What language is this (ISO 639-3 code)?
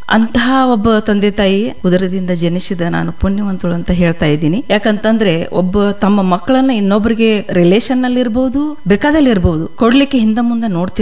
kan